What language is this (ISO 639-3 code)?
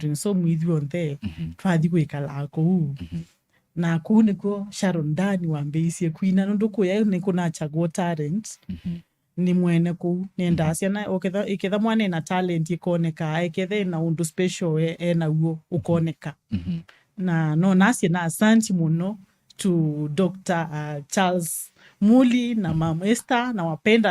kam